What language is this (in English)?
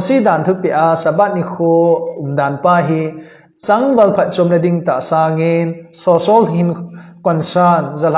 Thado Chin